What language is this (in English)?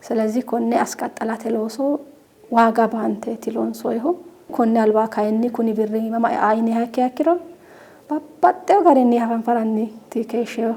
Sidamo